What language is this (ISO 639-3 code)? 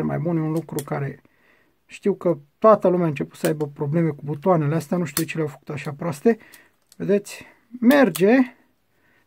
ron